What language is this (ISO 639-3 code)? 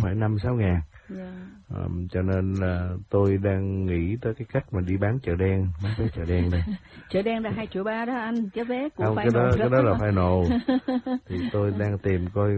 vie